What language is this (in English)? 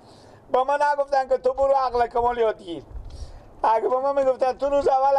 Persian